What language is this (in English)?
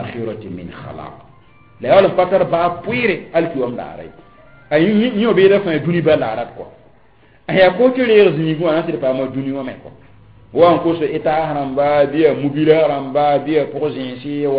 Mossi